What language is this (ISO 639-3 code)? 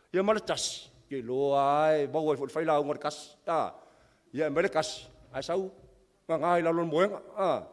smo